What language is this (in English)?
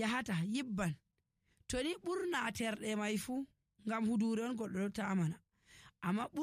Nigerian Fulfulde